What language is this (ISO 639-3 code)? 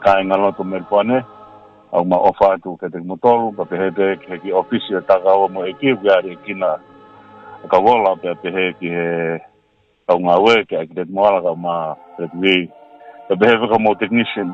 ton